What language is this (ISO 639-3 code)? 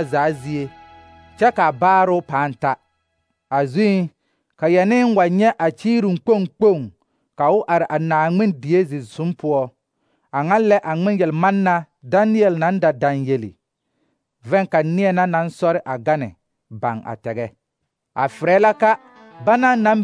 dga